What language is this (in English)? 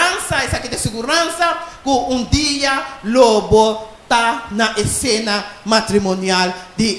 Papiamento